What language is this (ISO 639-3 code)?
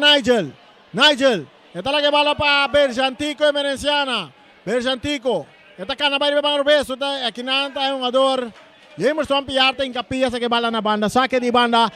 pap